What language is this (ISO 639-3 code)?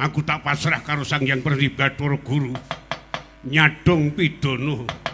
jav